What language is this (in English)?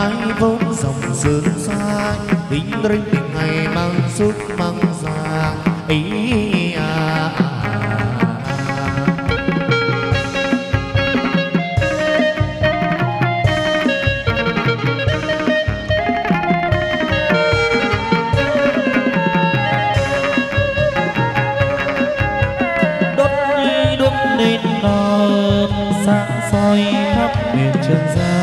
Vietnamese